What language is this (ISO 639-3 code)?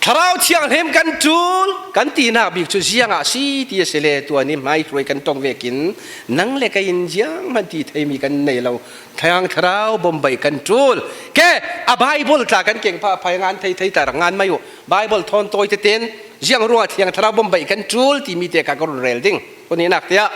cfm